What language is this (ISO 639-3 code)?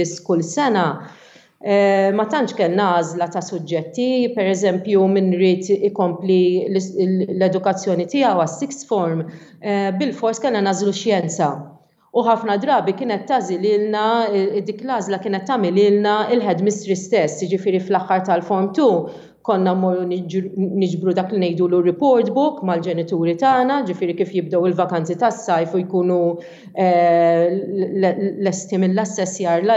mlt